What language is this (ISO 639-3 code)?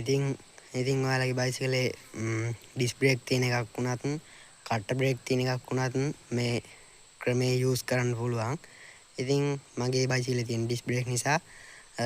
sin